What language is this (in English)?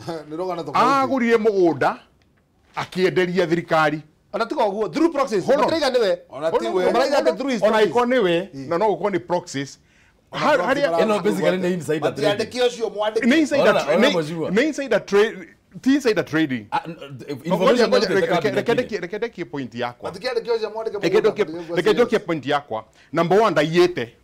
Kikuyu